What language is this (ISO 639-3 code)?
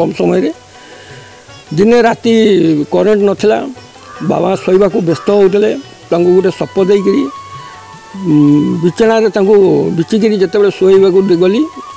ori